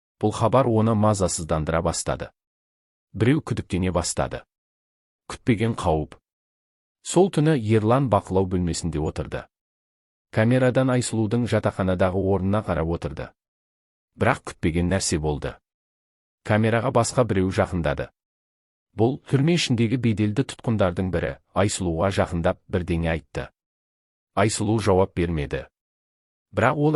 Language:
Kazakh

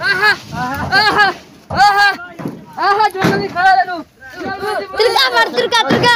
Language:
Saraiki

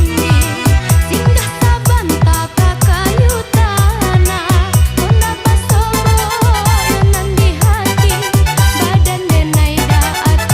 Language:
Minangkabau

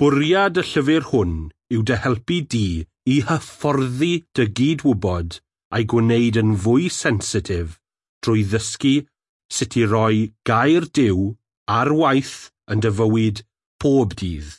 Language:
Welsh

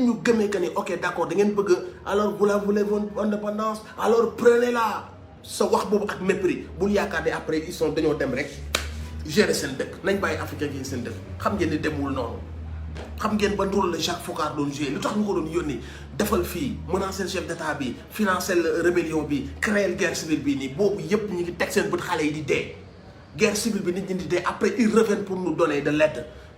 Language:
Wolof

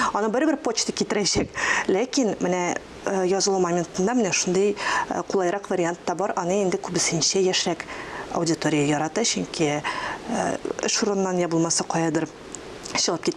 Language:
Tatar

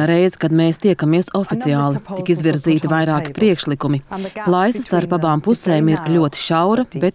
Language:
Latvian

